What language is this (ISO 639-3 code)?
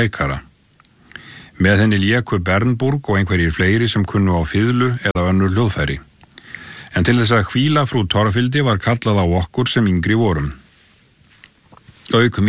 isl